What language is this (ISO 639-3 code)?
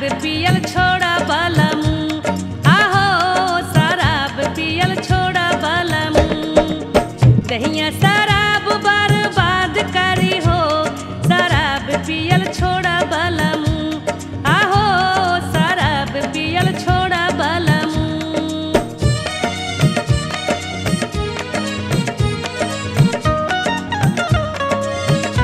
bho